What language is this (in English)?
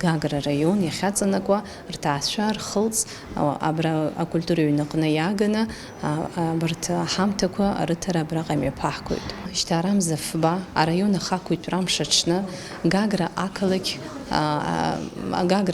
Abkhazian